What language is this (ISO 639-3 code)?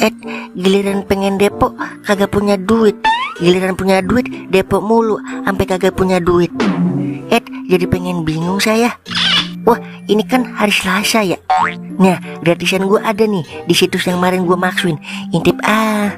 bew